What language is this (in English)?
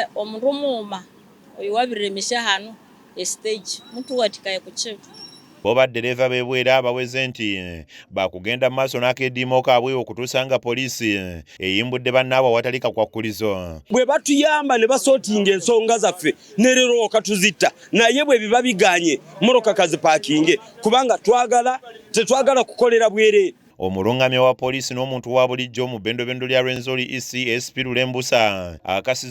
Ganda